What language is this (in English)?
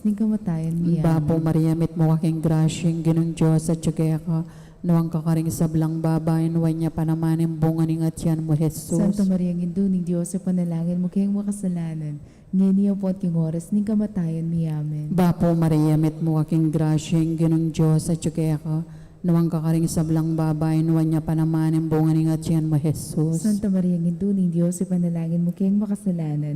Pampanga